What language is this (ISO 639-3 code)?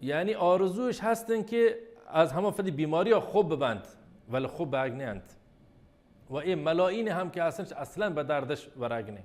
bal